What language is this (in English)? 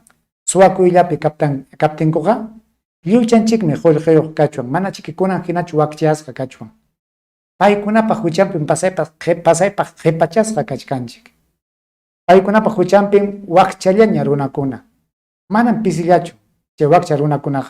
Ayacucho Quechua